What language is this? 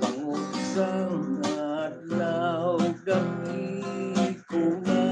Hiligaynon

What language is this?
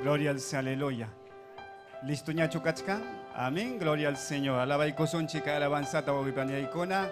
Ayacucho Quechua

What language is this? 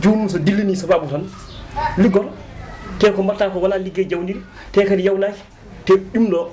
Fula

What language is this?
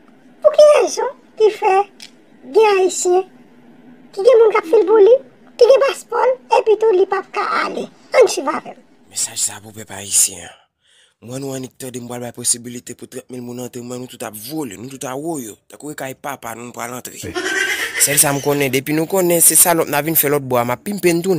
Haitian Creole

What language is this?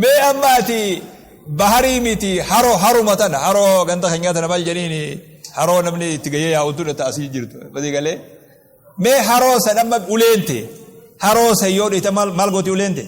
Oromo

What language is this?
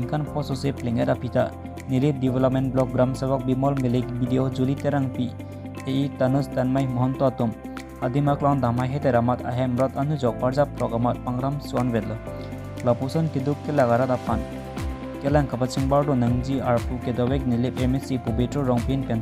Karbi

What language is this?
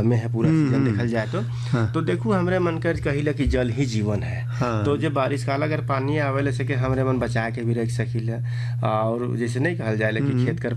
Sadri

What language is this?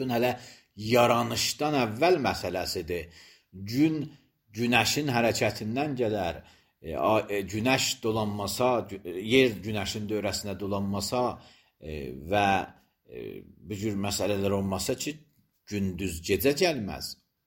Azerbaijani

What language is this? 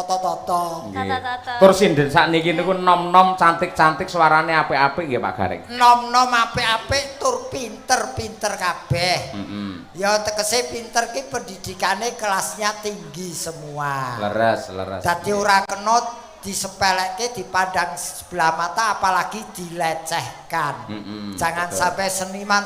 Javanese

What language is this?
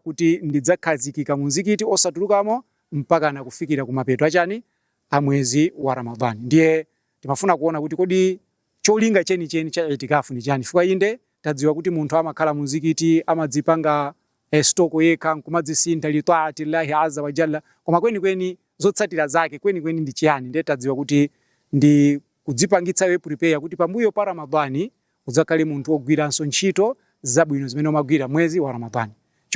Nyanja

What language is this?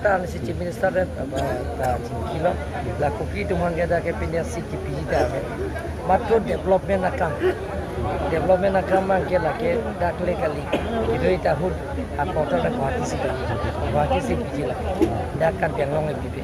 Karbi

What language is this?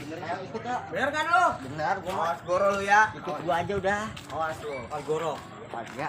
Betawi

